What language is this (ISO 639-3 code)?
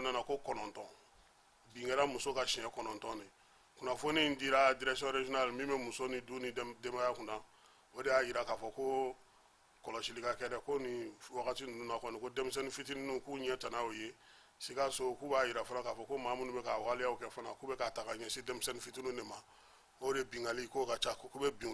bam